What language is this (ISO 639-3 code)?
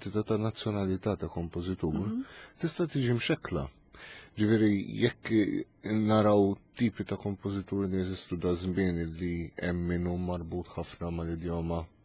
mlt